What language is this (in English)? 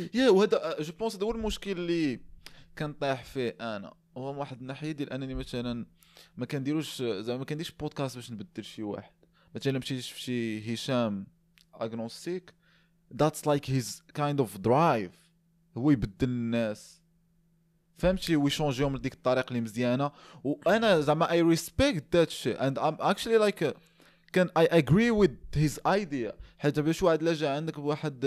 Moroccan Arabic